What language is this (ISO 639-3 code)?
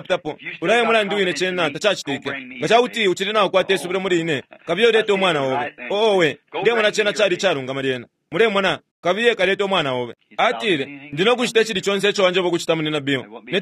bem